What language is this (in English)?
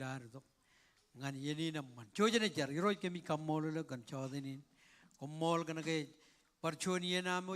Marshallese